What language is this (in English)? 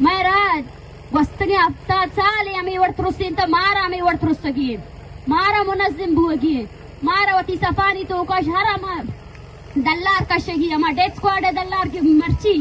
Eastern Balochi